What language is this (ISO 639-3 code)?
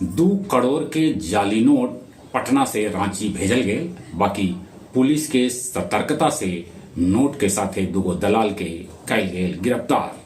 mag